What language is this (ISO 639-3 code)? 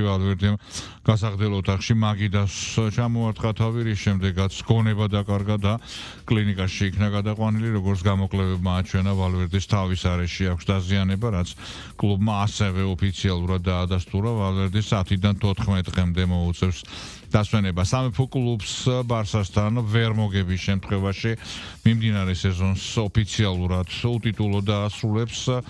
kat